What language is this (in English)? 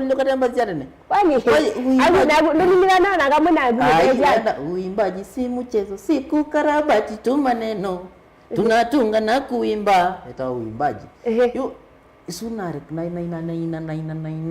Kamba